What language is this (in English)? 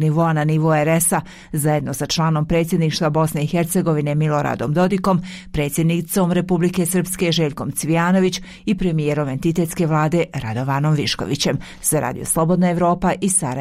Bosnian